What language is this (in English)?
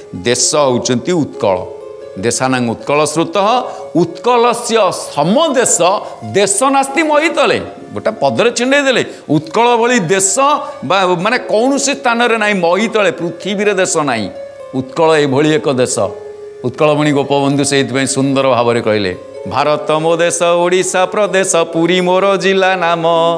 Odia